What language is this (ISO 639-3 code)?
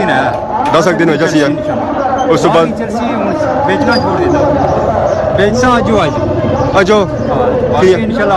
phr